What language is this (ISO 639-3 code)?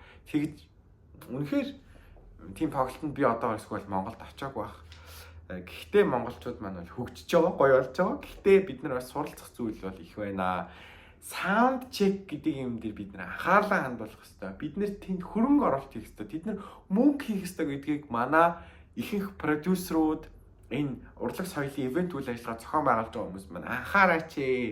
mon